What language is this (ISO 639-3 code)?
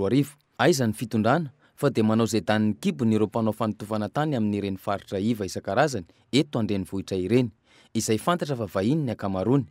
mlg